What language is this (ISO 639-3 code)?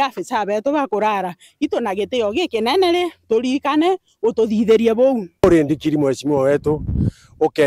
mer